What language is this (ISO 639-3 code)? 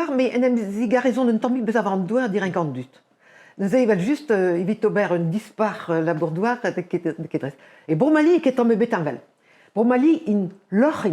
bre